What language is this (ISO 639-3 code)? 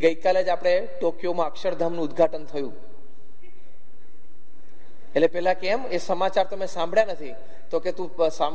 guj